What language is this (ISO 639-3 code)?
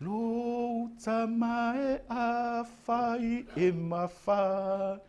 smo